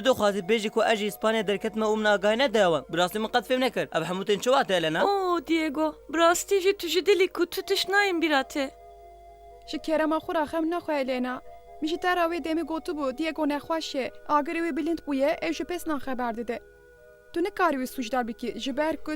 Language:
Kurdish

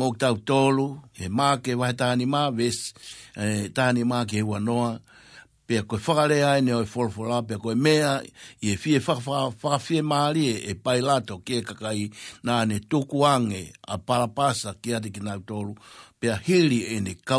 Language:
Tongan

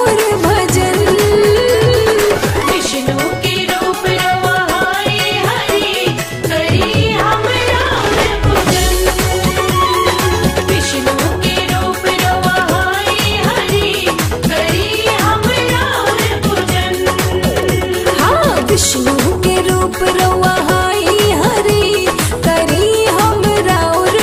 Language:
Bhojpuri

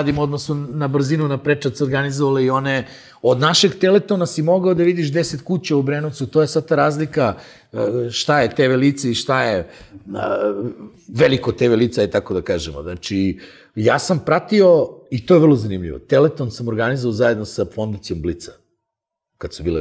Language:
Serbian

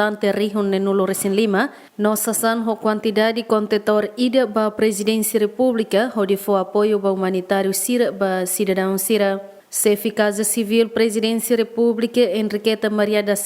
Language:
Tetum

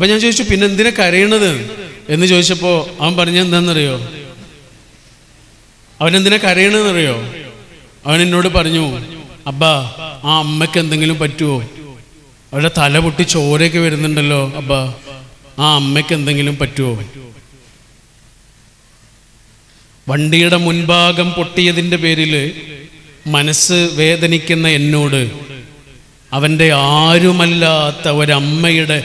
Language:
Malayalam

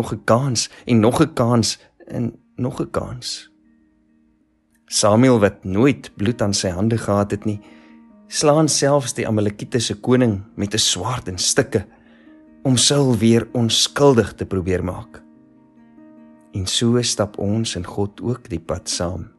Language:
Afrikaans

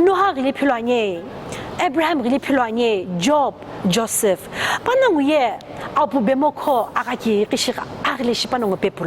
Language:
Sumi Naga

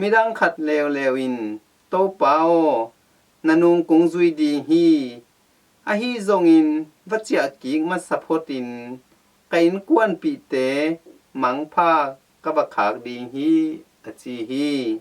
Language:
Tedim Chin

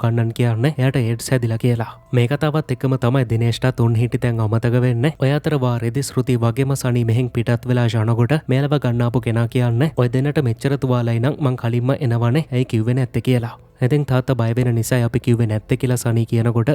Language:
Sinhala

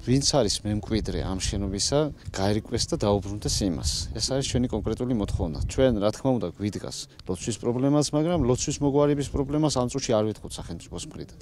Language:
Georgian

